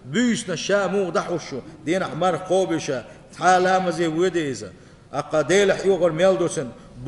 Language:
Chechen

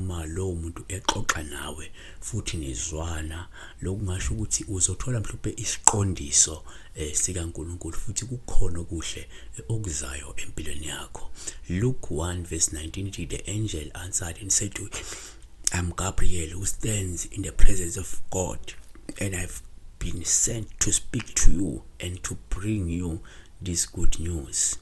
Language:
Zulu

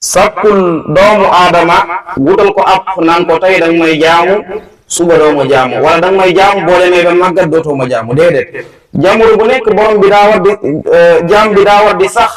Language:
Wolof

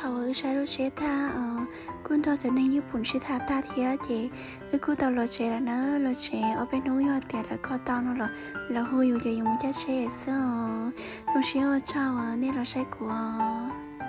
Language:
Hmong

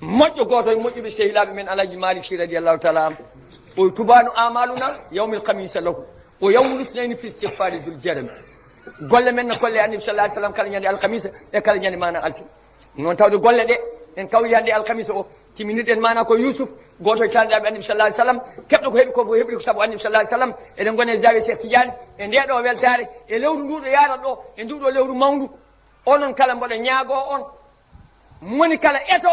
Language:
Fula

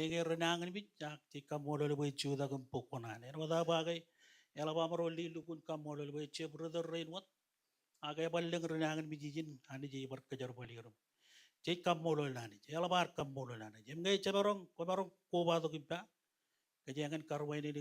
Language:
Marshallese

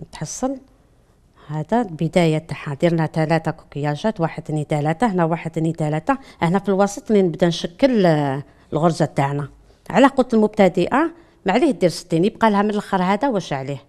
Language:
Algerian Arabic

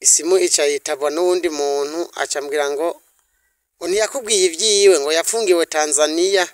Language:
Rundi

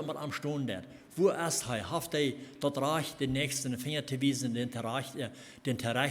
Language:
Plautdietsch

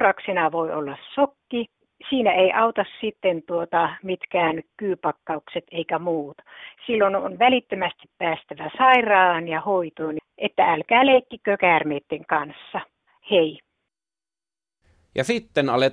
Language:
Finnish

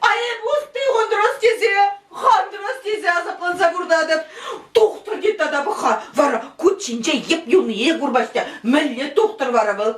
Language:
Chuvash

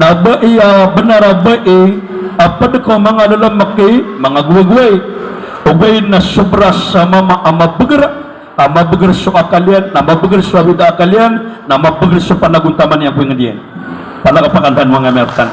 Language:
Maranao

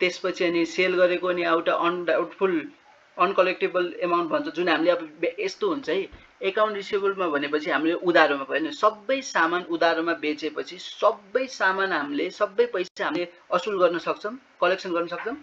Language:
Nepali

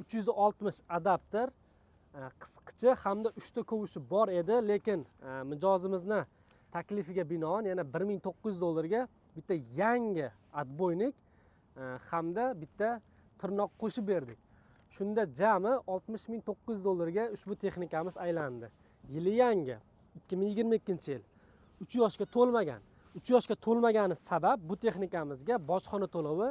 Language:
Uzbek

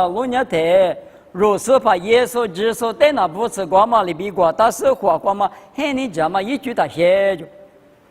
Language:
Lisu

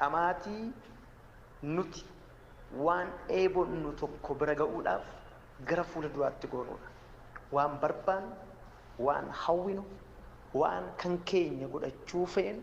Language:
Oromo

